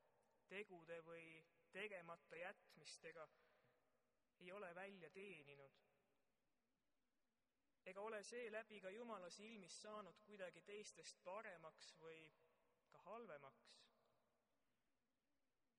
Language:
Estonian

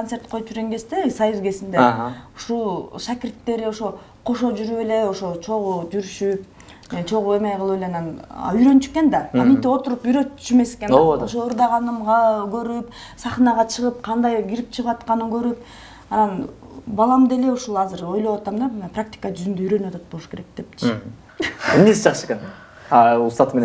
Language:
Kyrgyz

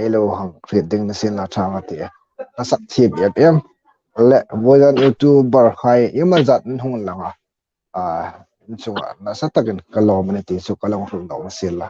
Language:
Hmar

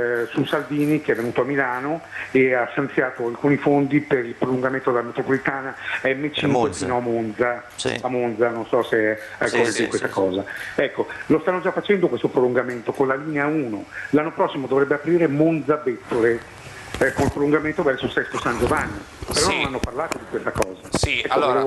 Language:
Italian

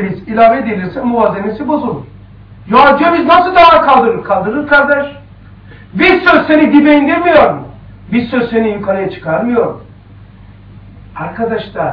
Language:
Turkish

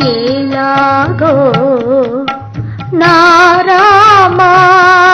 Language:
Telugu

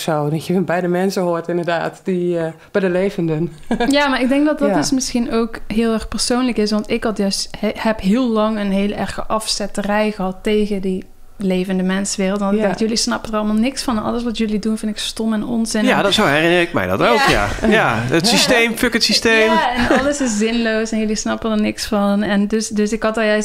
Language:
Dutch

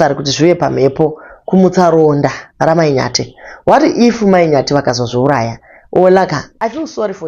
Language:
Shona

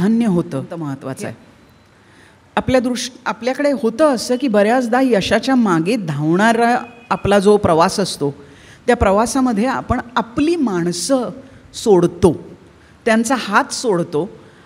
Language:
Marathi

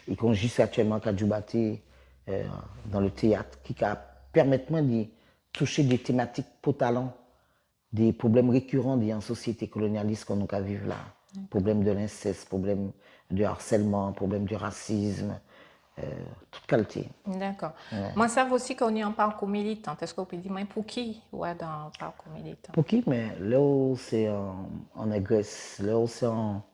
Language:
Guadeloupean Creole French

